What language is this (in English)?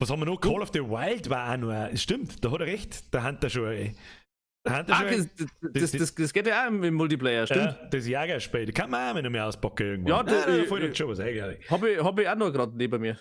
Bavarian